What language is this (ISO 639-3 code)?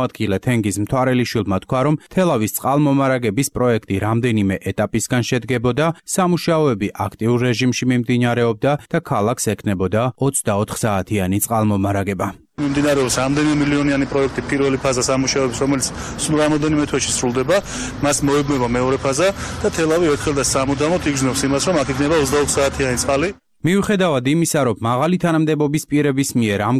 kat